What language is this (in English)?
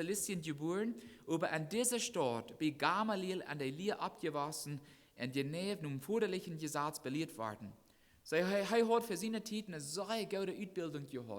Plautdietsch